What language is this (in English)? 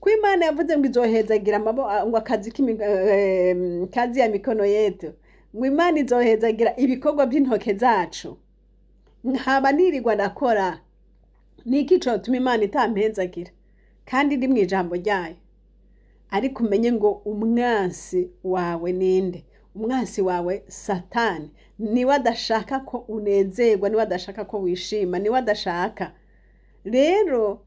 Rundi